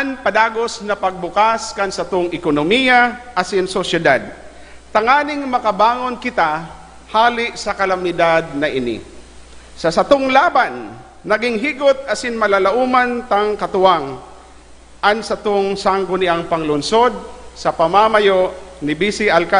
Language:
Bikol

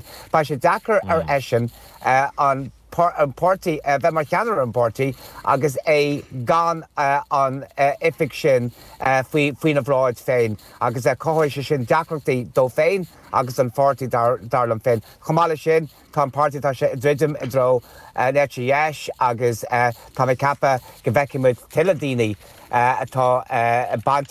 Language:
Irish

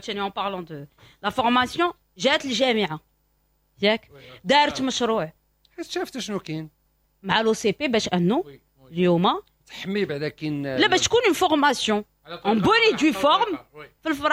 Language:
Moroccan Arabic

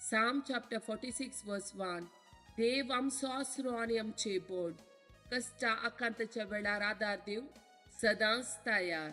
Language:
Konkani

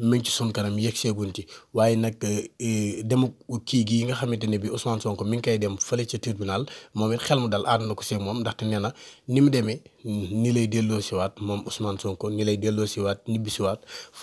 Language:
Wolof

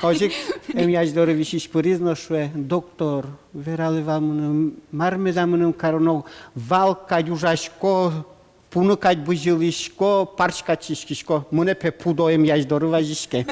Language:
Udmurt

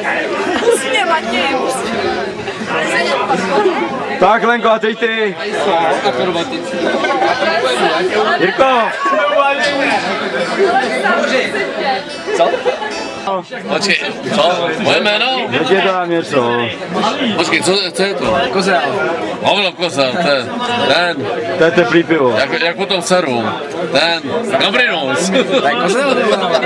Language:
Czech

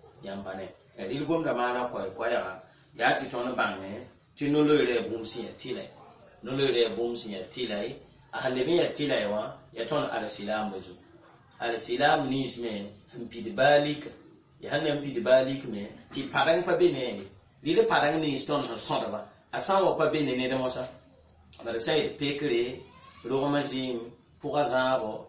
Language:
Mossi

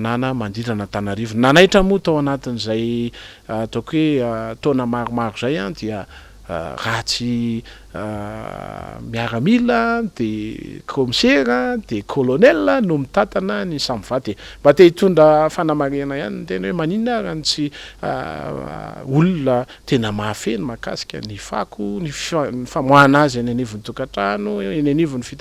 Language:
Malagasy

